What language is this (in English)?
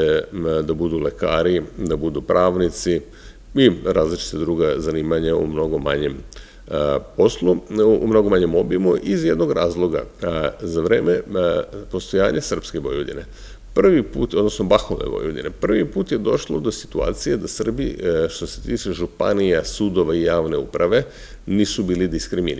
Serbian